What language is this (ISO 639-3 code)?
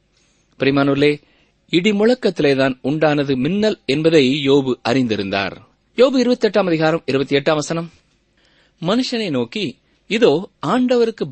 tam